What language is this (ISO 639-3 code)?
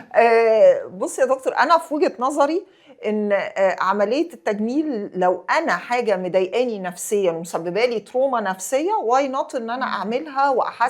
arz